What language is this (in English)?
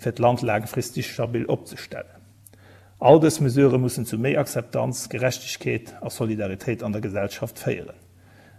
Luxembourgish